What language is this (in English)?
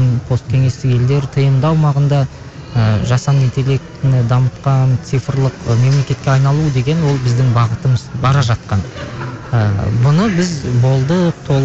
Kazakh